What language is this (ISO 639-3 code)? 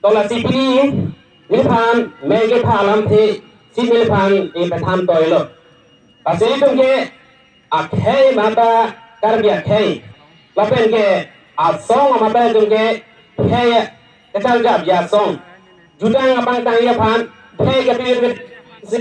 mjw